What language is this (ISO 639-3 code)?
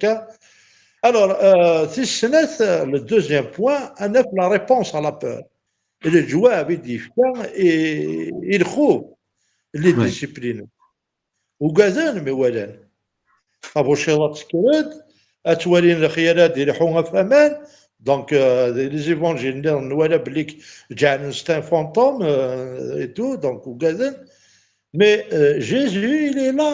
kab